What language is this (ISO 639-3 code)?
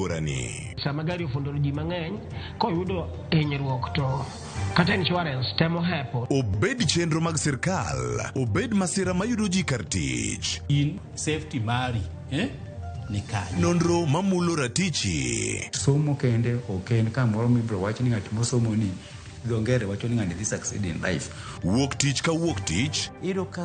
luo